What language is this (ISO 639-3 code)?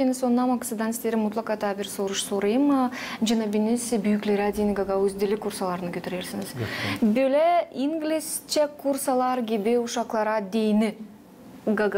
gag